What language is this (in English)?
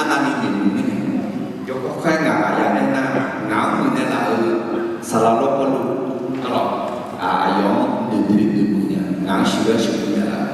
Akha